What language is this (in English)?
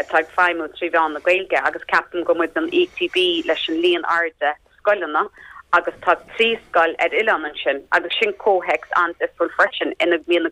Irish